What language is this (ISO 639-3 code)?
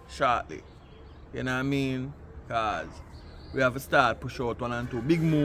jam